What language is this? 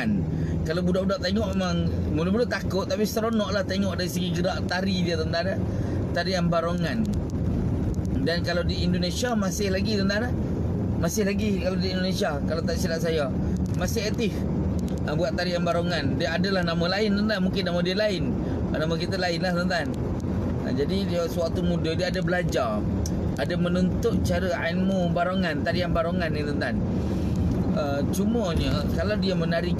Malay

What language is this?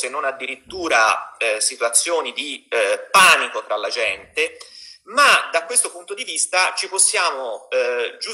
Italian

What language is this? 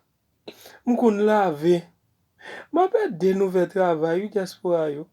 Haitian Creole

